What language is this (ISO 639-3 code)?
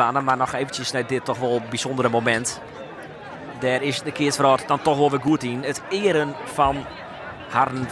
fry